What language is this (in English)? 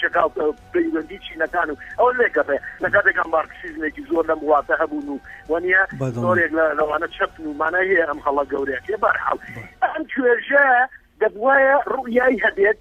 Central Kurdish